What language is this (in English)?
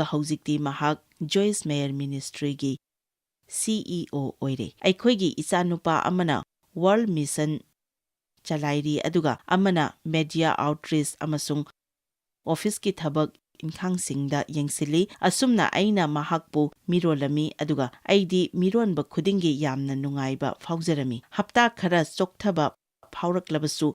Manipuri